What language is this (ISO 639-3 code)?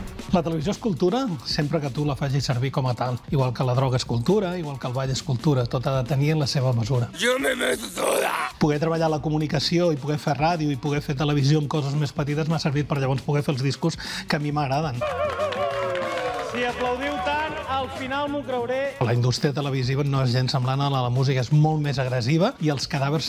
cat